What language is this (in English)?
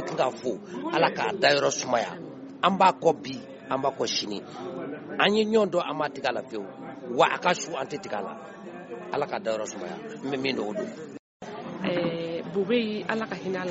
Bambara